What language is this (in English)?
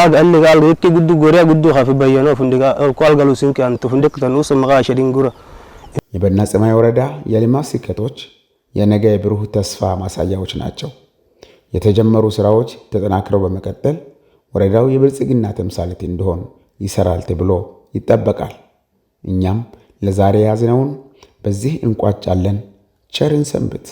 Amharic